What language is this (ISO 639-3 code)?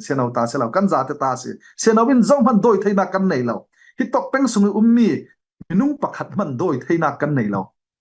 cfm